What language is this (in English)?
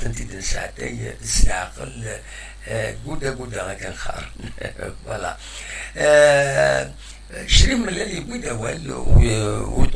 Kabyle